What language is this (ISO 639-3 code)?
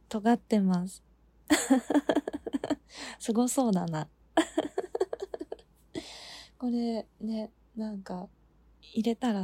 jpn